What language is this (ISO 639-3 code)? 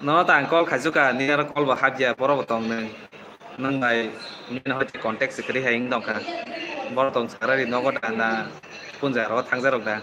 trp